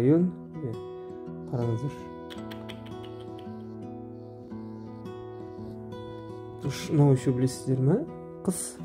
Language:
Kazakh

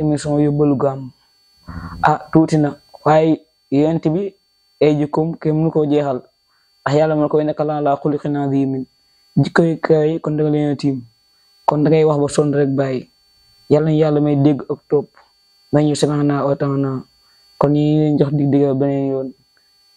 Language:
Wolof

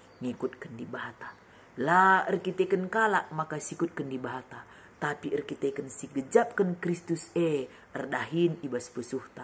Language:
Batak Karo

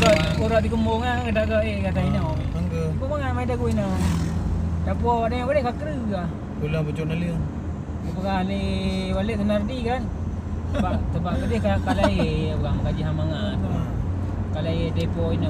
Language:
Achinese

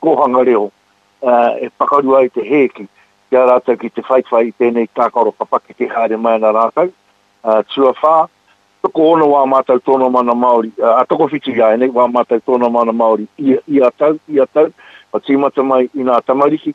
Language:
Māori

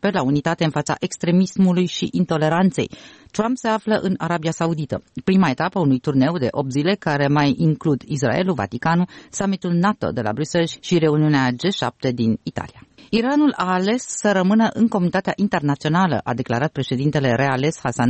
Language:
Romanian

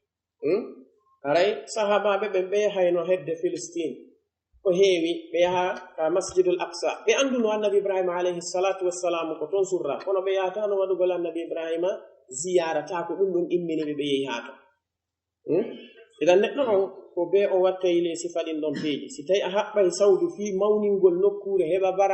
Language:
Pular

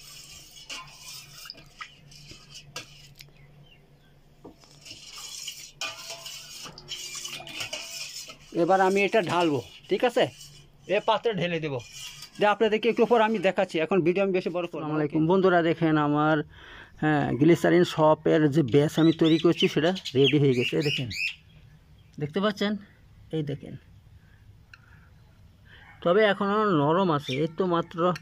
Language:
Bangla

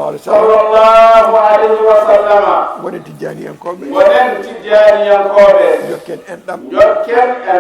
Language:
Fula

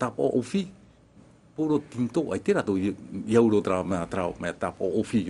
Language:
Tahitian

